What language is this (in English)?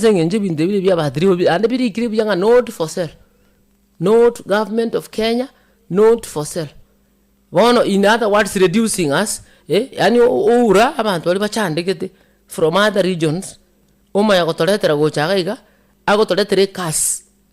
Gusii